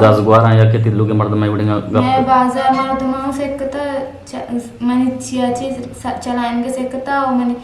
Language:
Eastern Balochi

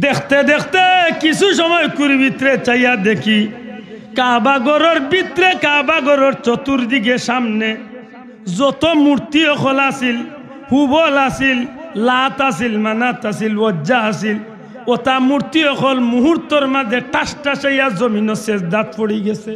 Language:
Sylheti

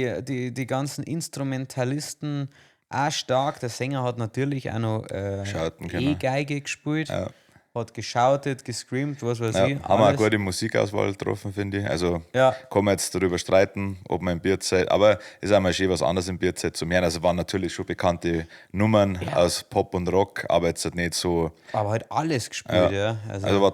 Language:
Bavarian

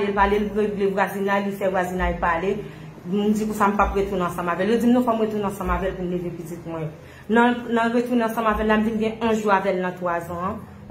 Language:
Haitian Creole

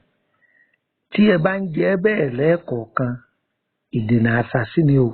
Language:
Yoruba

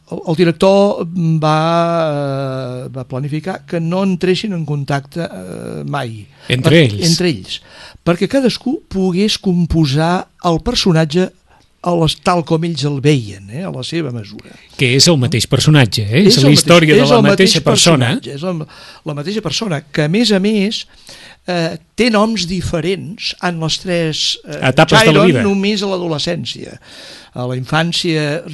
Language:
Catalan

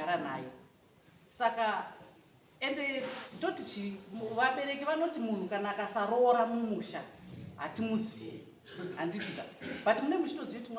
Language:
Shona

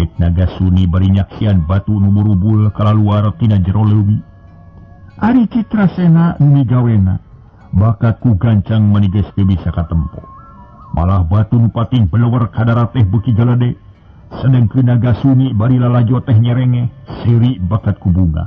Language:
Sundanese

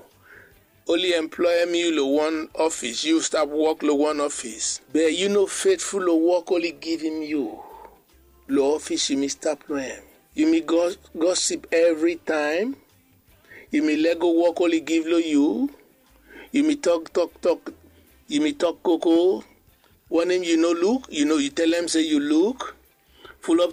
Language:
Bislama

